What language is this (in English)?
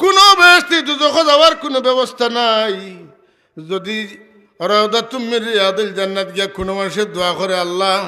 Sylheti